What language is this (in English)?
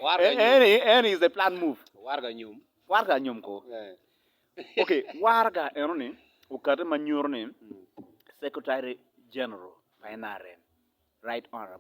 Acoli